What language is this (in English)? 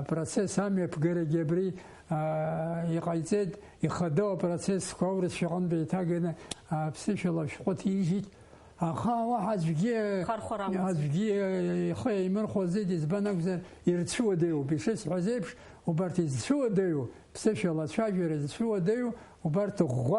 Abkhazian